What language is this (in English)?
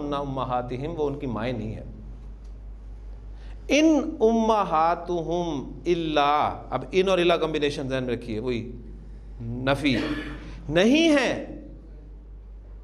Urdu